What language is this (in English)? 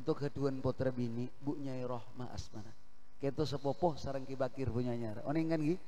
Madurese